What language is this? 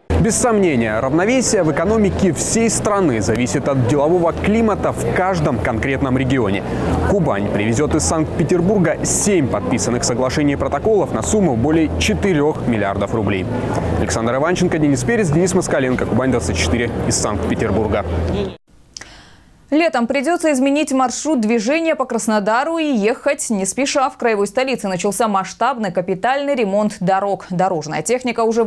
Russian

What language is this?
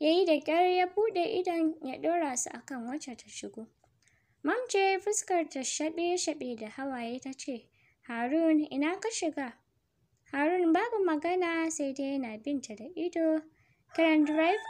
Hausa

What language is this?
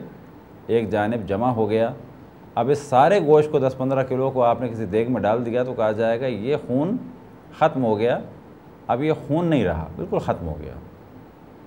Urdu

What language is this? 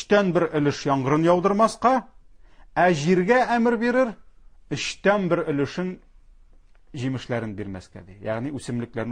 Tatar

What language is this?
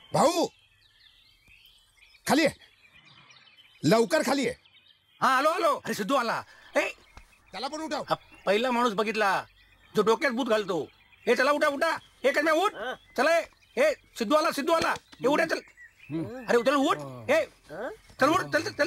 Marathi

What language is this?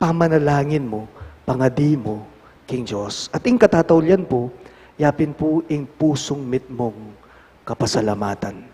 Pampanga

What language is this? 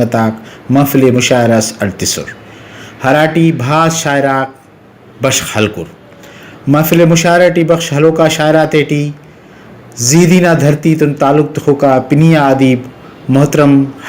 Brahui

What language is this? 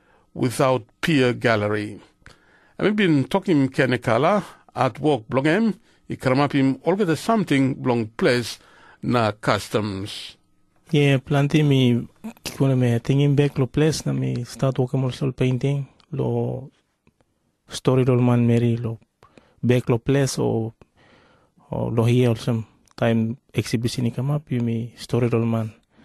Tok Pisin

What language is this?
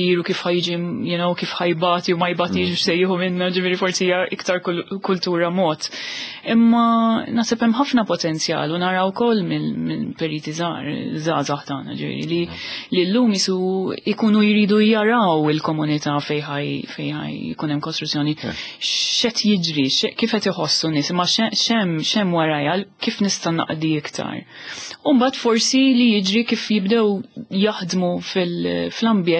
Maltese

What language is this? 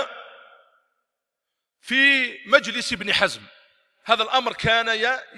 Arabic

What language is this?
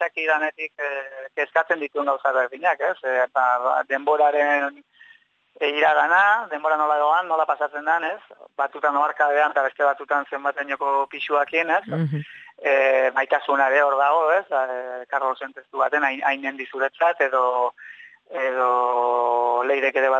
Basque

